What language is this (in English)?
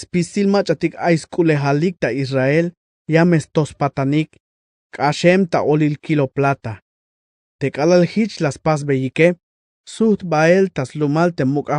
Tzeltal